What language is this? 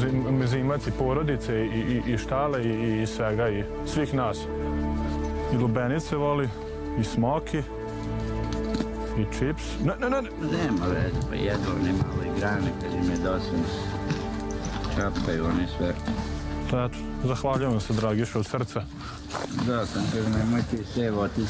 Serbian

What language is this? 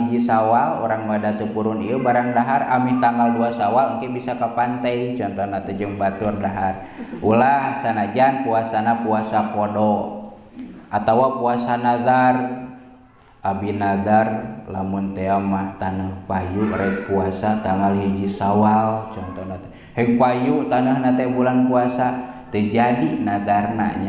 Sundanese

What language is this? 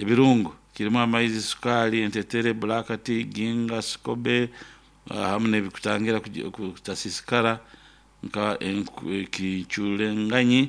Nyoro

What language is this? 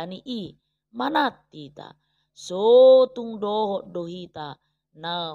Batak Toba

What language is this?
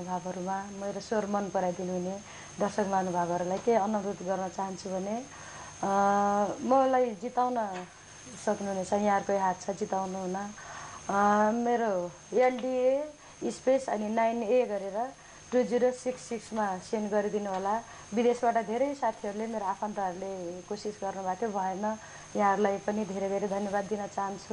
Nepali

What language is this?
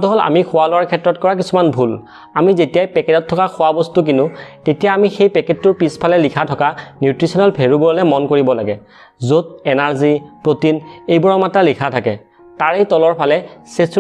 Assamese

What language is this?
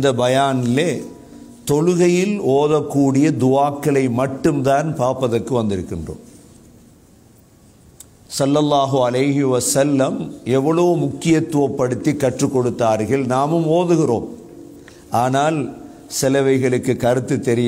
Tamil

